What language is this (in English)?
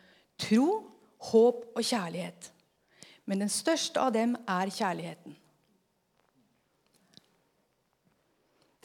Norwegian